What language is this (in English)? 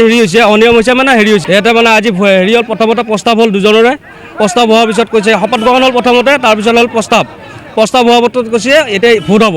Assamese